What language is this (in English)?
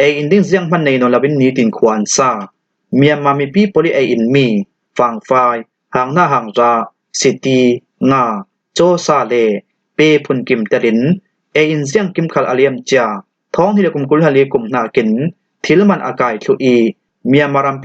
Falam Chin